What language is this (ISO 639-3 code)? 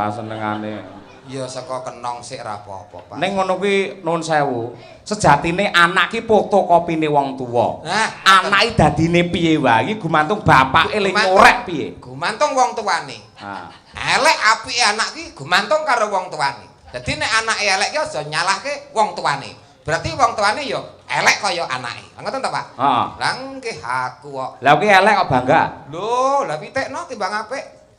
jav